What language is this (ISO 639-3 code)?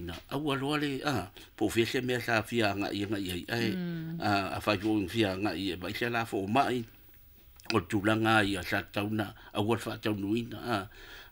smo